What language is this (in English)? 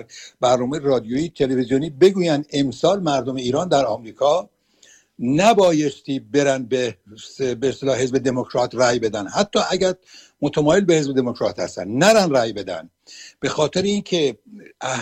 Persian